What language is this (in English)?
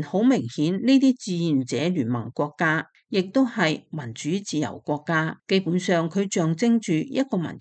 Cantonese